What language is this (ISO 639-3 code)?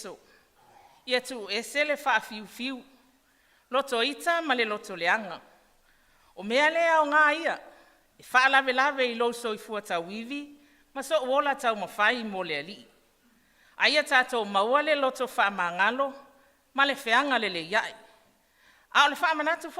smo